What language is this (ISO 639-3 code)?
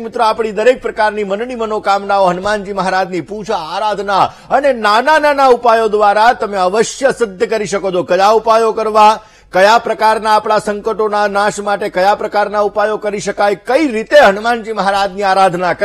guj